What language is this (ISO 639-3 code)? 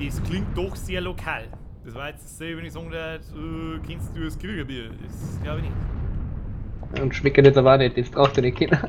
bar